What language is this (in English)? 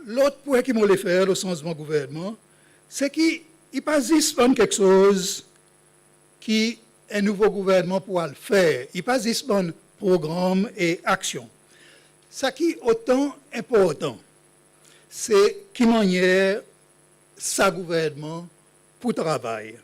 Seselwa Creole French